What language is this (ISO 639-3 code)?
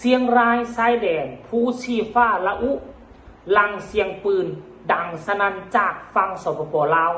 lao